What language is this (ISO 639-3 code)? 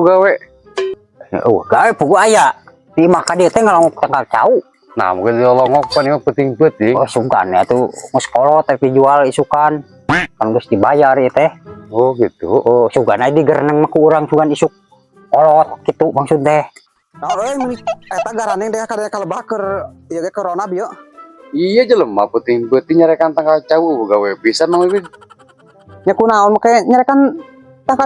sun